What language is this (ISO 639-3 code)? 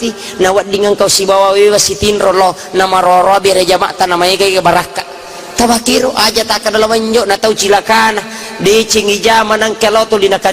bug